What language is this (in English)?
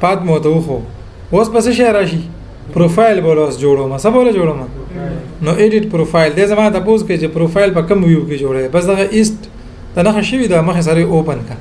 Pashto